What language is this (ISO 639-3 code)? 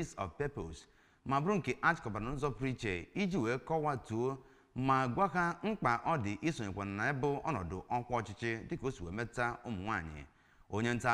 ibo